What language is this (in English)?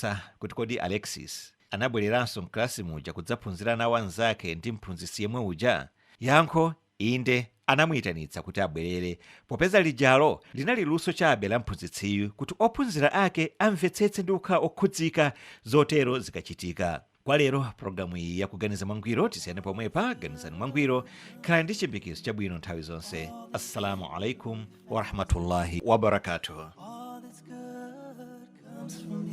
Nyanja